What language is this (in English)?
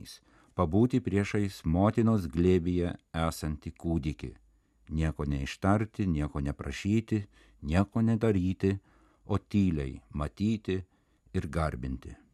Lithuanian